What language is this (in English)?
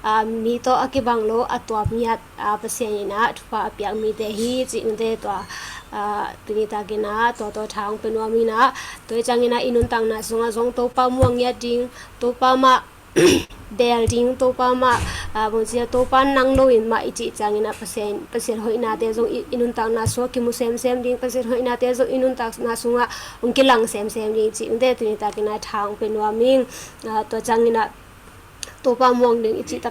Tedim Chin